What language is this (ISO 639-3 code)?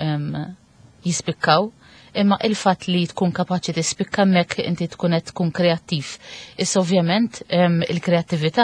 mlt